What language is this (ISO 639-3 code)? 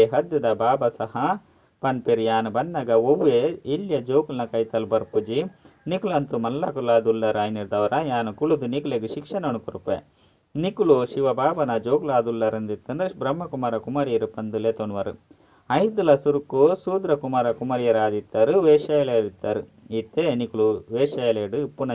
tcy